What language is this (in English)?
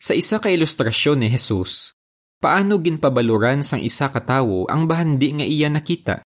Hiligaynon